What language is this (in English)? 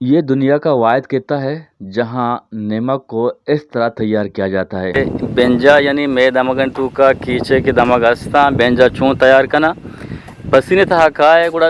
Eastern Balochi